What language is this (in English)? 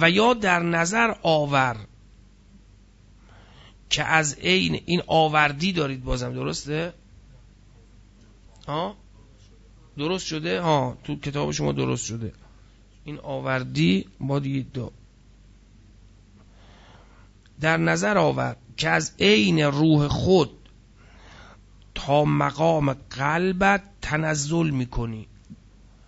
Persian